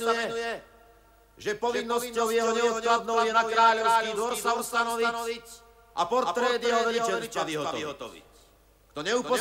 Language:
Slovak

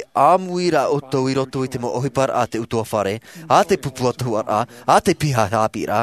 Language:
Tahitian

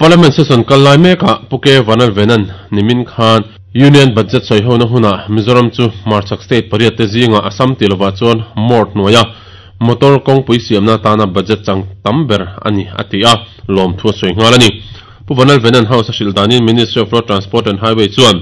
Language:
Mizo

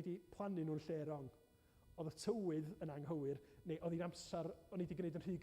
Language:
Welsh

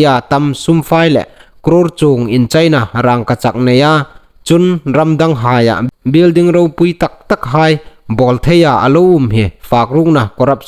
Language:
Hmar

